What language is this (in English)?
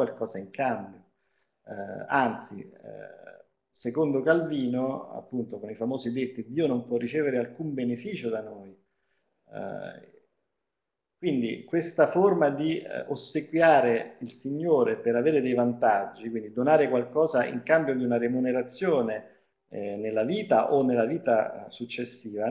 Italian